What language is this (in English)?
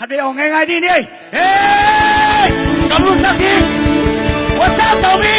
Tedim Chin